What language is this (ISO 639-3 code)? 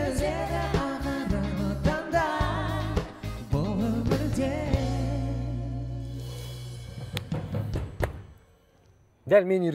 kaz